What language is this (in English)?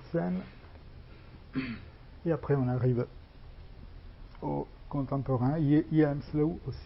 French